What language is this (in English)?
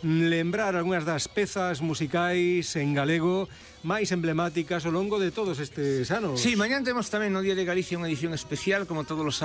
Galician